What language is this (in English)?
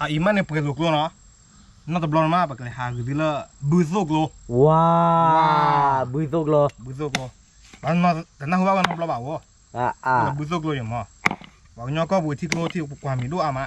S'gaw Karen